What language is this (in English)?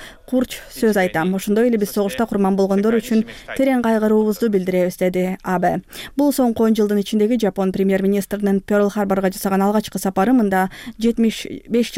Kyrgyz